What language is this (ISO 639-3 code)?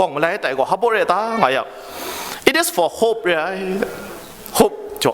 kac